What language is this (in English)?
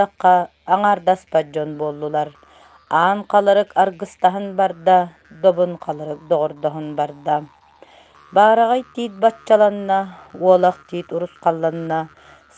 Yakut